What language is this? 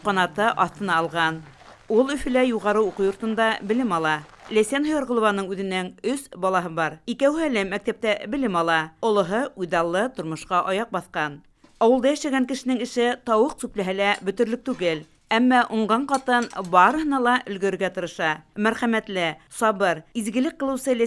Bashkir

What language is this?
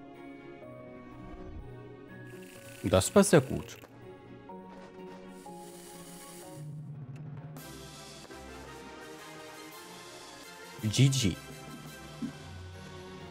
German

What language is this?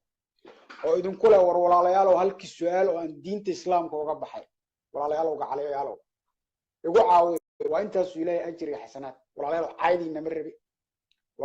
Somali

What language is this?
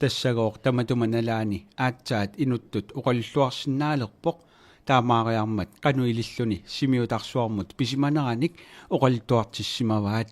Kalaallisut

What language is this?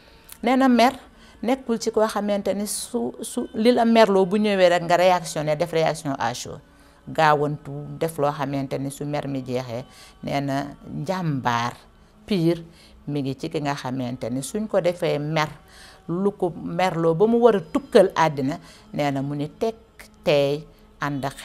Wolof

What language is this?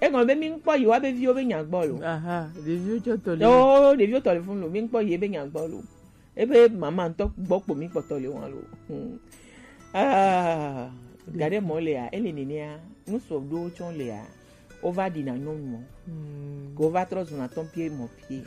Gen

